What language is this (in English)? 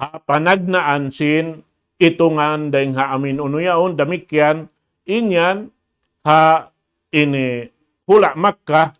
Tausug